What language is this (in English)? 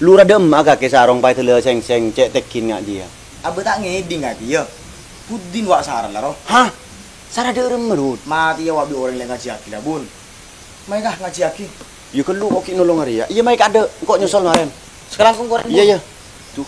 Madurese